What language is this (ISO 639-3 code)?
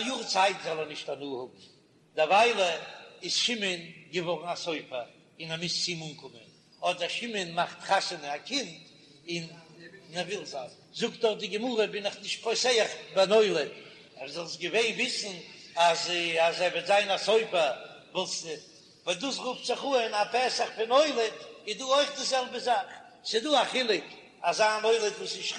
yid